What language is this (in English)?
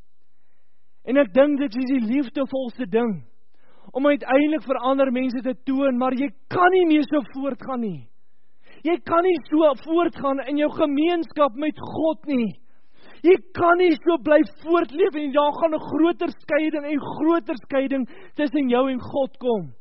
Afrikaans